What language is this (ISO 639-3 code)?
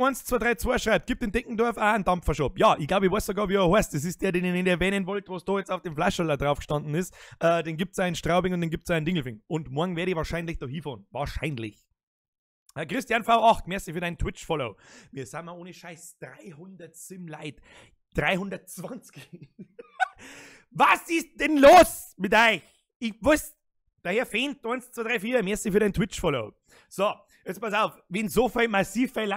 bar